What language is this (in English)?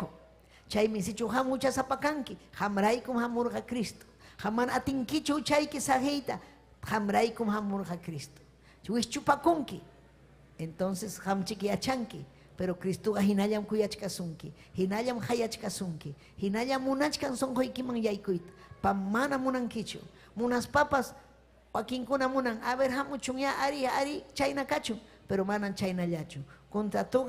Ayacucho Quechua